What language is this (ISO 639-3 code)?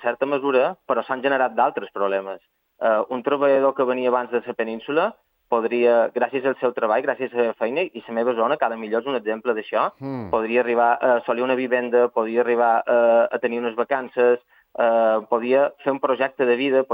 cat